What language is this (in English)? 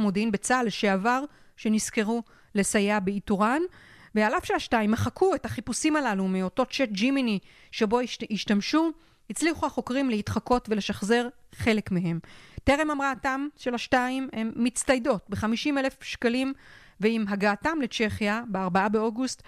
Hebrew